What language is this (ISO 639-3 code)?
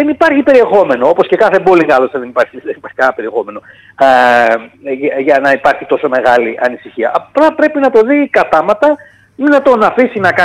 ell